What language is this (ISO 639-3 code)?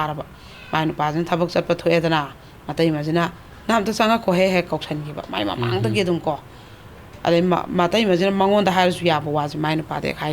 mni